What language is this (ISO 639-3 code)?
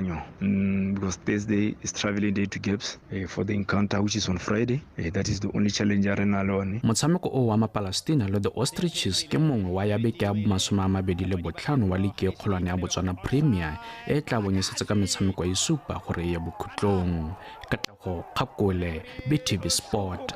tsn